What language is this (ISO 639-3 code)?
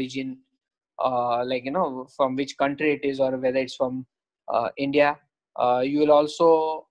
eng